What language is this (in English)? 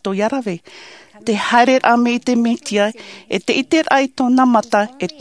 Tahitian